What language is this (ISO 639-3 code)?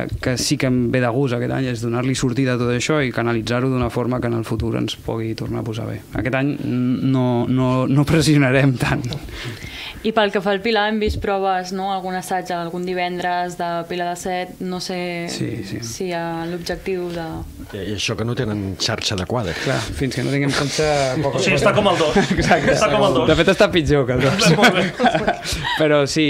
cat